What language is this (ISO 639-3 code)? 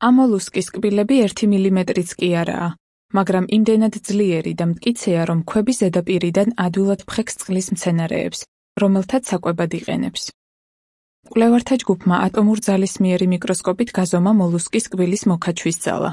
kat